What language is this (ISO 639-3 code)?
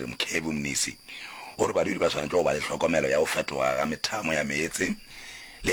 nso